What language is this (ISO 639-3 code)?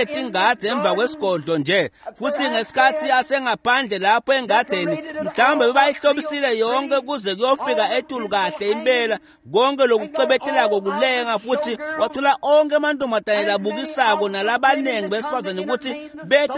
ssw